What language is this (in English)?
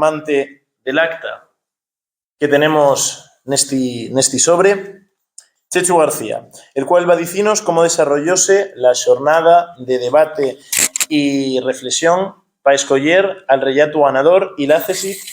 Asturian